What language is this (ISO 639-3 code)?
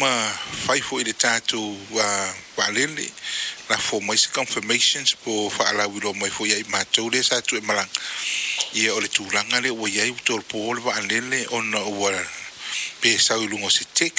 smo